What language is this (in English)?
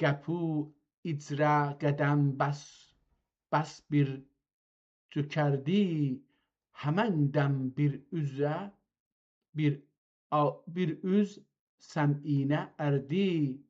South Azerbaijani